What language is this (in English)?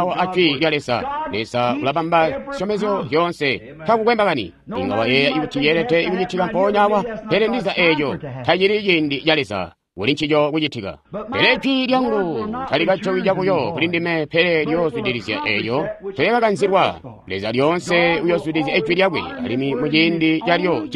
Tonga (Zambia)